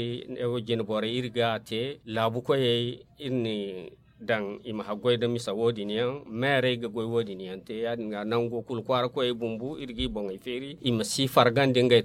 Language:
Zarma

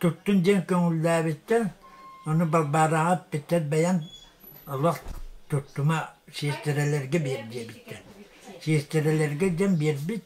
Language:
Yakut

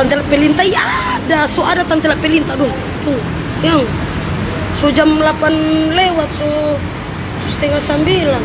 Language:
Manado Malay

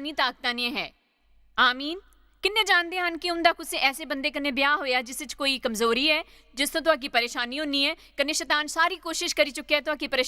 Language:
Dogri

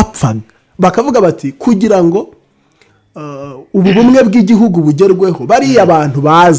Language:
Kinyarwanda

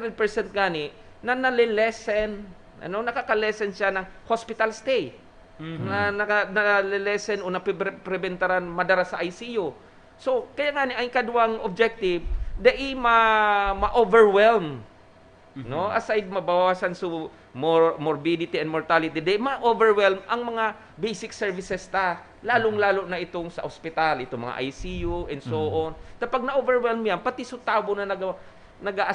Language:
Bikol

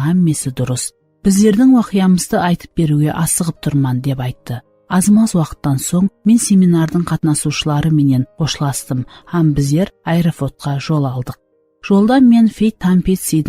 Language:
Kara-Kalpak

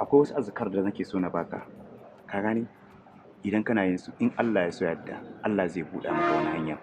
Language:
Hausa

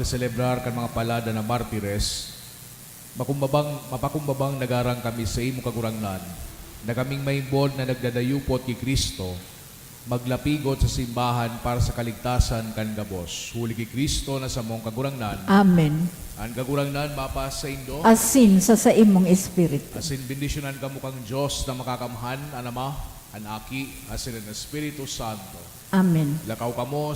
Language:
Bikol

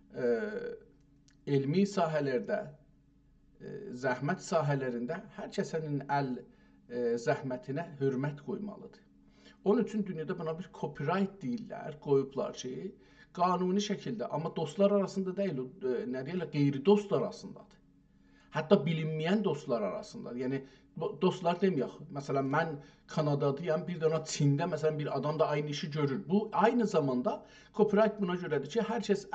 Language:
South Azerbaijani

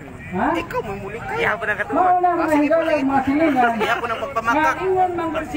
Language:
Cebuano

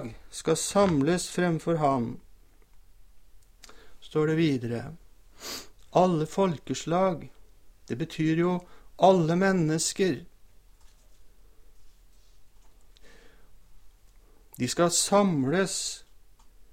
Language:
Norwegian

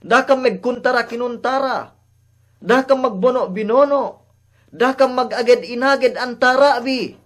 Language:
Yakan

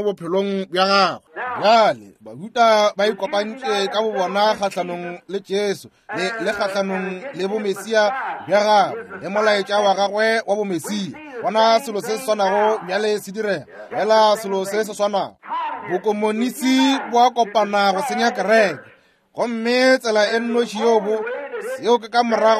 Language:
Northern Sotho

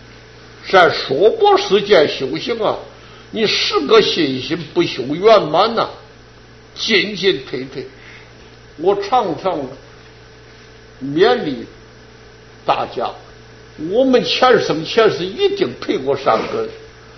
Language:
Chinese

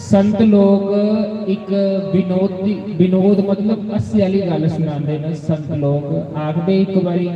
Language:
Dogri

